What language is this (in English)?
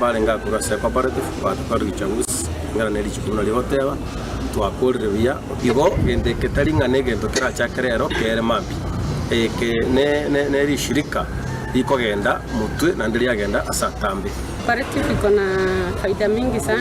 Gusii